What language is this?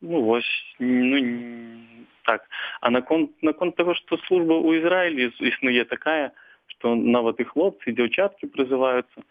Belarusian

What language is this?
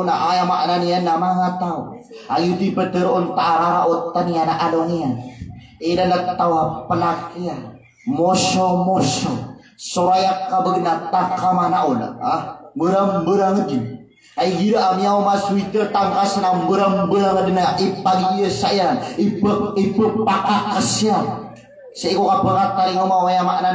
Maranao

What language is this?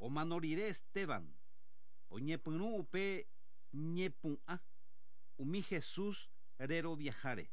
Guarani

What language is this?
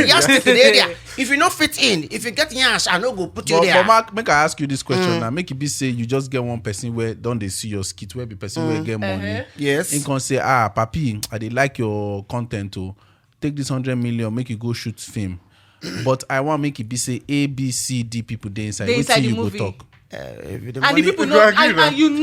Nigerian Pidgin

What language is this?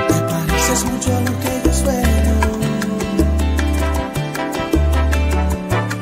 Spanish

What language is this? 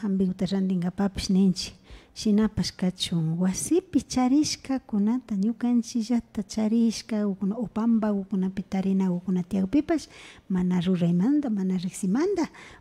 Imbabura Highland Quichua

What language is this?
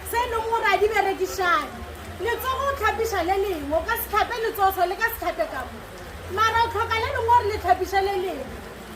Venda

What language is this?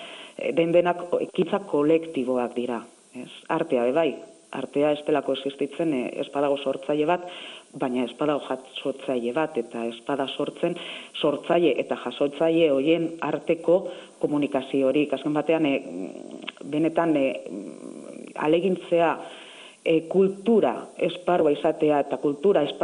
Basque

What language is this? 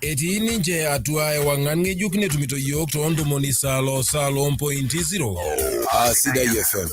Masai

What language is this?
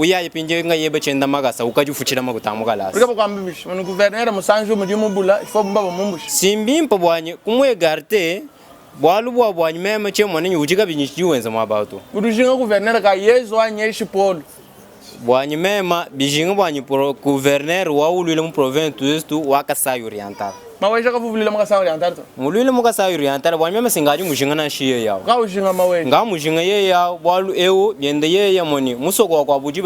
Luba-Lulua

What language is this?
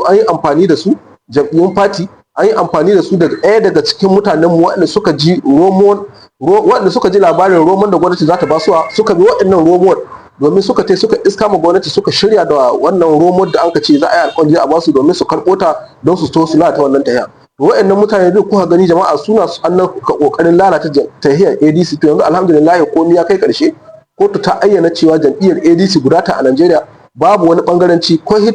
Hausa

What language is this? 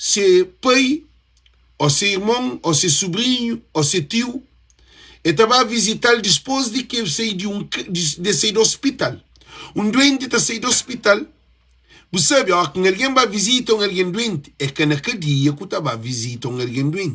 Kabuverdianu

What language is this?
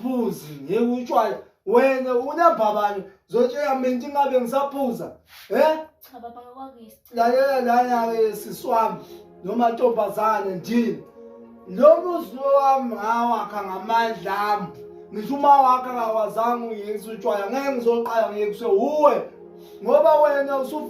Zulu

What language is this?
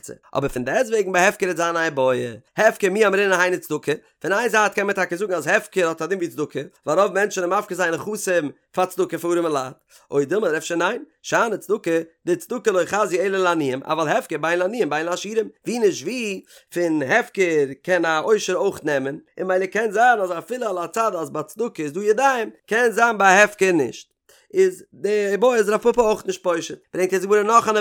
Yiddish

